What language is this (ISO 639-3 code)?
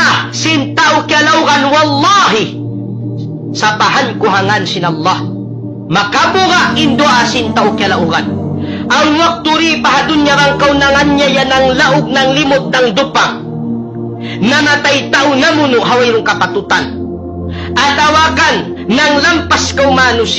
tsg